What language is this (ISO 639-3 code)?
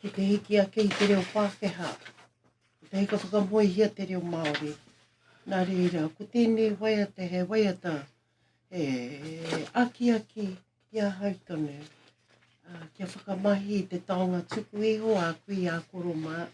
mri